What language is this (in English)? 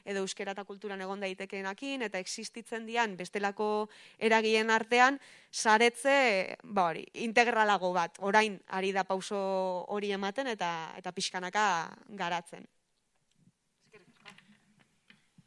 Basque